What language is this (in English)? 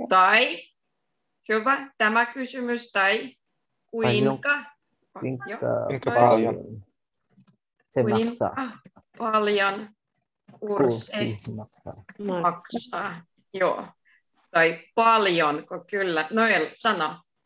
Finnish